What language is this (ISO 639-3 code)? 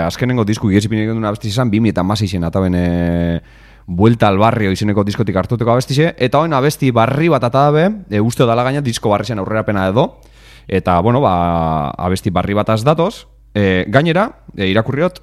eus